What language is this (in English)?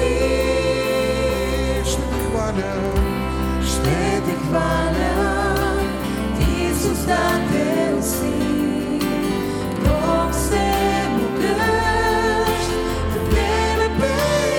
Bulgarian